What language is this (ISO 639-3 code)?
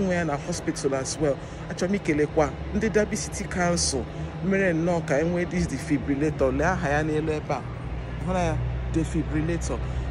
ibo